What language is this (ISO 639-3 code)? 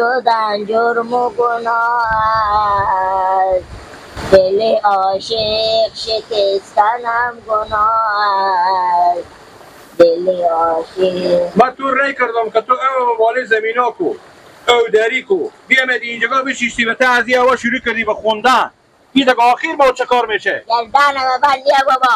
fas